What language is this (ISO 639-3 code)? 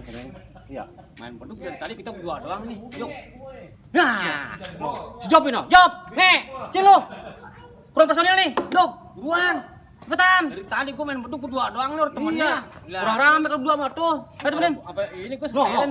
bew